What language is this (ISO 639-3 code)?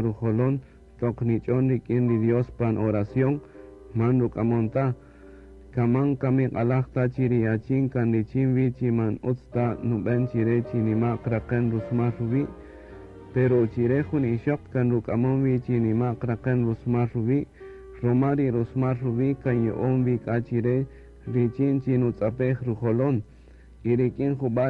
cak